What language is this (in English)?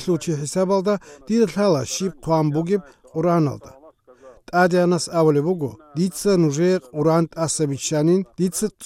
Avaric